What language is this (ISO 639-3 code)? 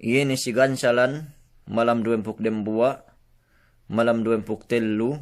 yka